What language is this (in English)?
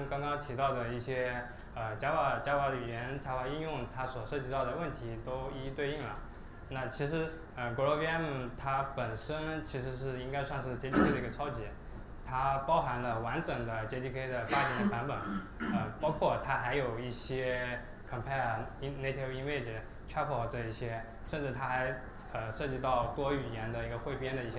Chinese